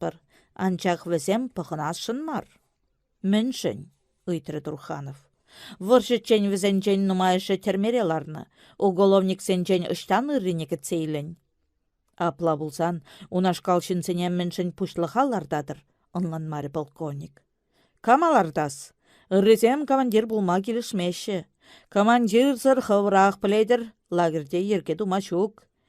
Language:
Chuvash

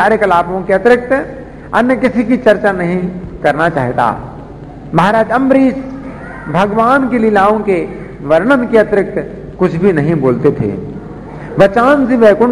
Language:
Hindi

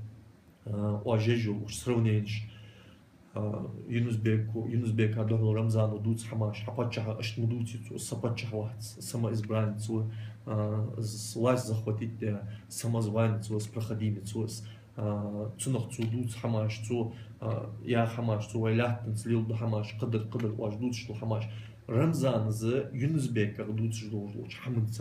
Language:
Ingush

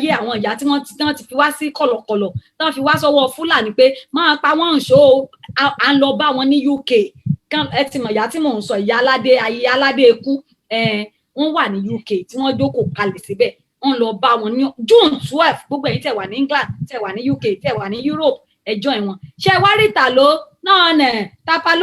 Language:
Yoruba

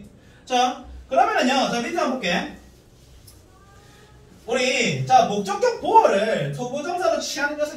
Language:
Korean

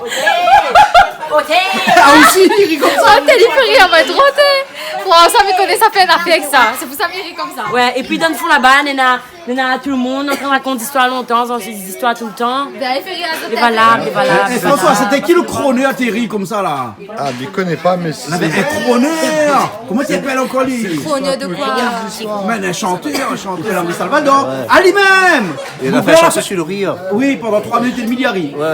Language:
Réunion Creole French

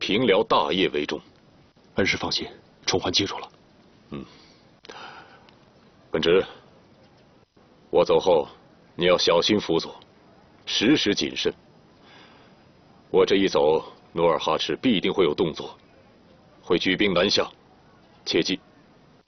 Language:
Chinese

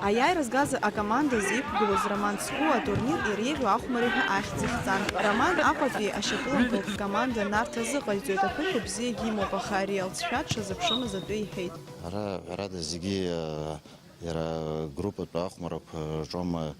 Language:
Abkhazian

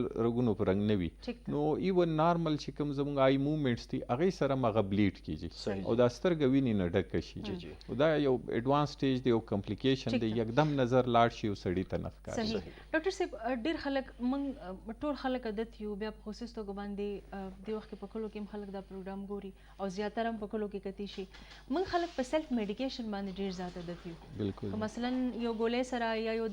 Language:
Pashto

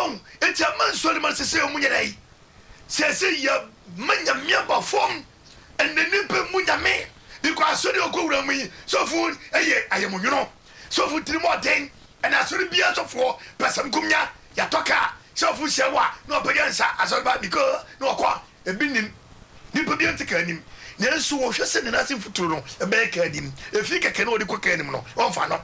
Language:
Akan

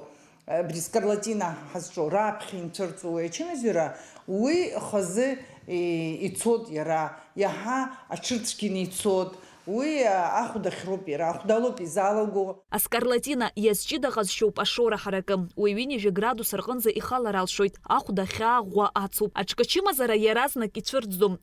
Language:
Abkhazian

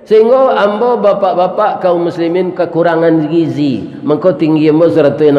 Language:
Minangkabau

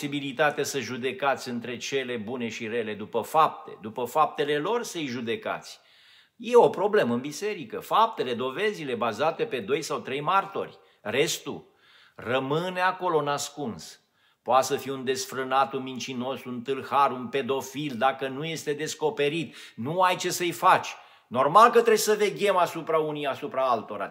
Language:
Romanian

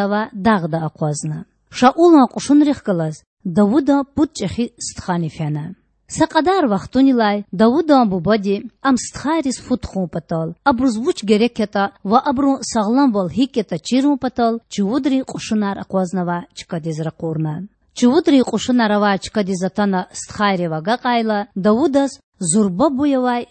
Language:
Lezghian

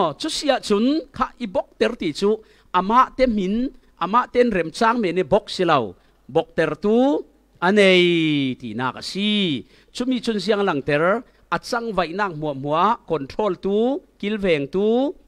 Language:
Falam Chin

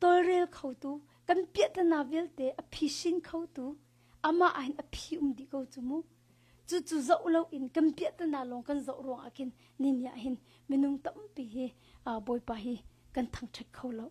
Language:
Hakha Chin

